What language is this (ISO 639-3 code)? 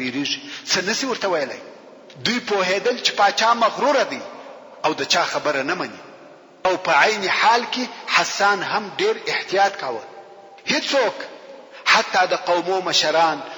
pus